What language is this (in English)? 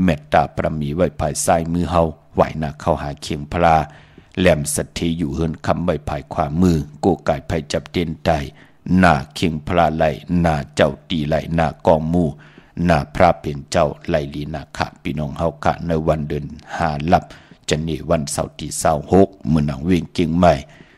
Shan